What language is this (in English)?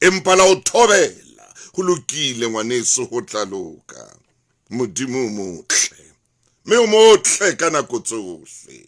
Southern Sotho